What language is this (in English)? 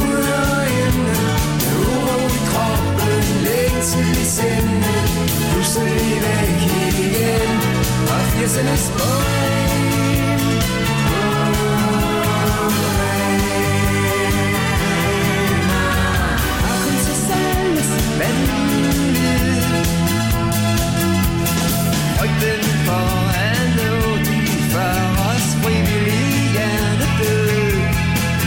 Danish